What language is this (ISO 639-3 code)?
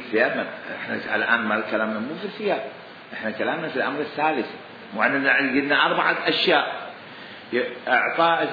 acm